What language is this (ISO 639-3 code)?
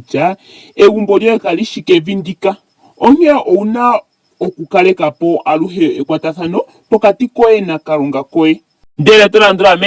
ndo